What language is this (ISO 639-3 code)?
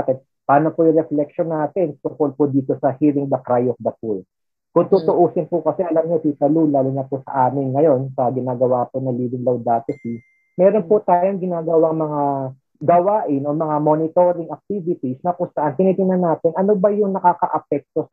fil